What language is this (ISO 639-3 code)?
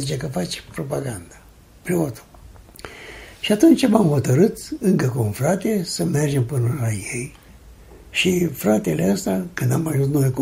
ron